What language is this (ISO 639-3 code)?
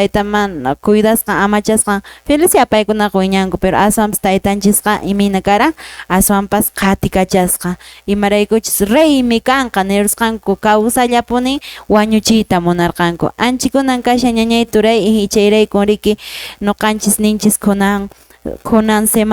que